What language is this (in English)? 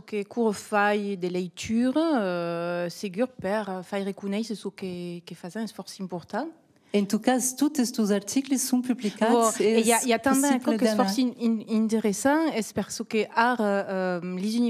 Occitan